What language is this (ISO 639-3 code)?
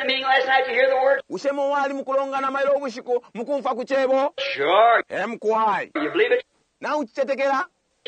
bem